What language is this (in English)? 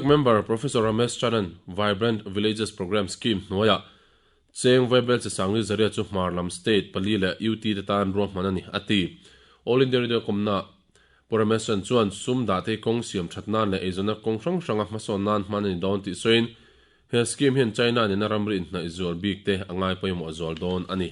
Mizo